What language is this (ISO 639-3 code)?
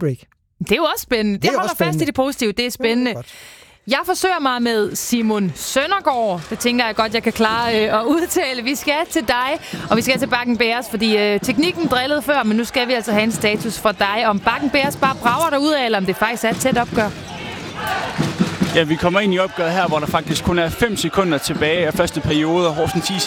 dan